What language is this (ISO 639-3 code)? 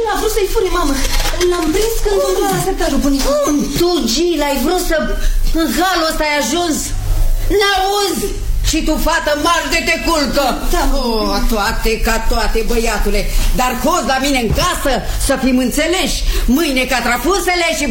ron